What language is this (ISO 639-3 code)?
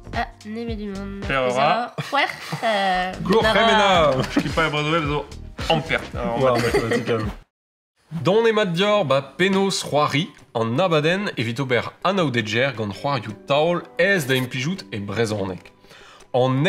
bre